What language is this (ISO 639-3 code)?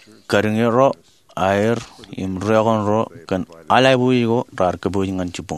mah